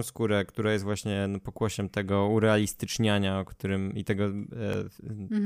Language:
Polish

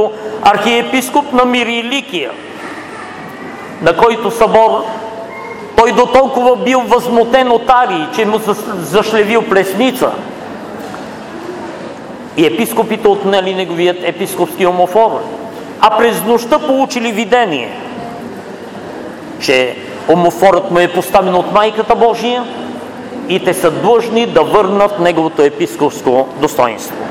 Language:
Bulgarian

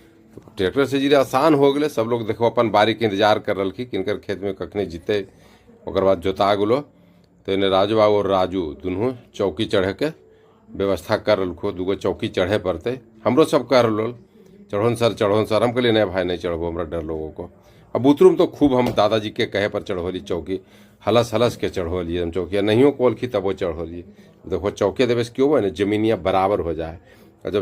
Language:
Magahi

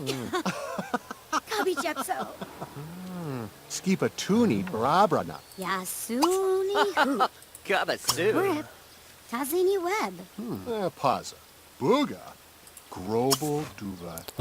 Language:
Bavarian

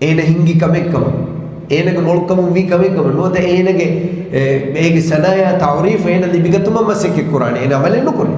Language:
Divehi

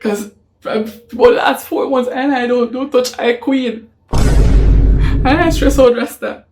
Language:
Jamaican Creole English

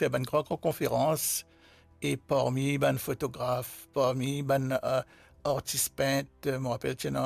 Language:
Morisyen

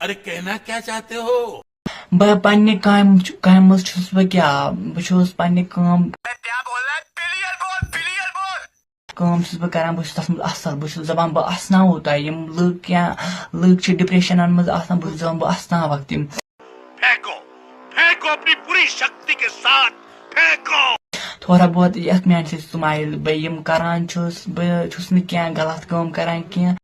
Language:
Kashmiri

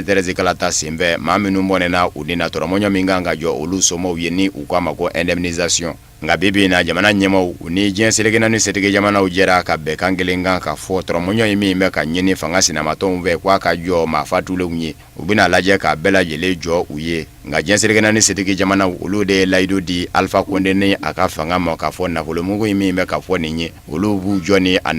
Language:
Bambara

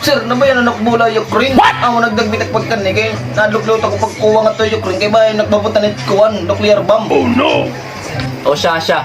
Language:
Waray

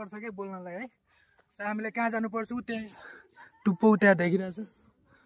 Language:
Nepali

